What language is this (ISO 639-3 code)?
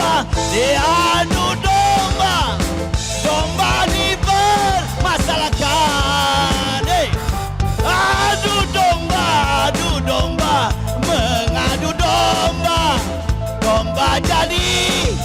mui